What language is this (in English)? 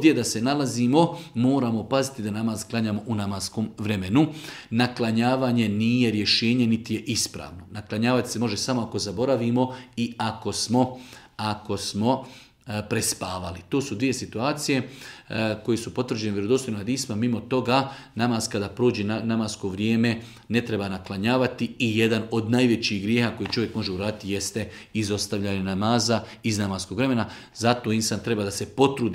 Bosnian